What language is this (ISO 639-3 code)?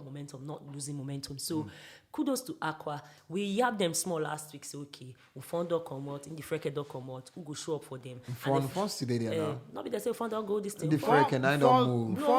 pcm